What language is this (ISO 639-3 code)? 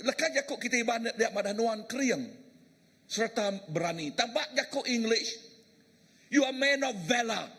iba